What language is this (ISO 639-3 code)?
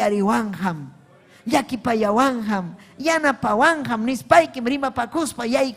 quy